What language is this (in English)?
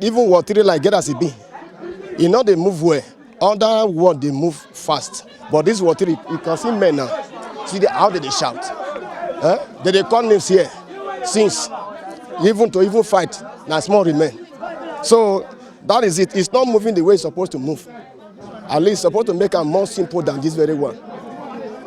Nigerian Pidgin